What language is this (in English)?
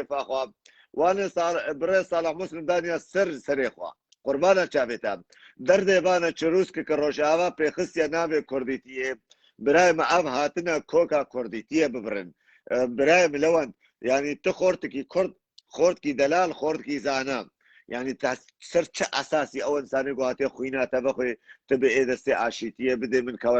Kurdish